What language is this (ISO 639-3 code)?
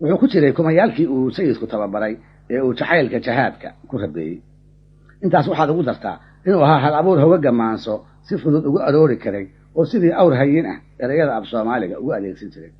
som